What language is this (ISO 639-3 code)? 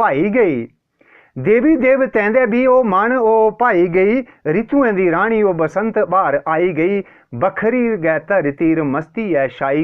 doi